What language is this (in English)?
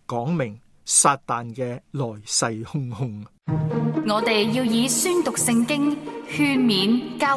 Cantonese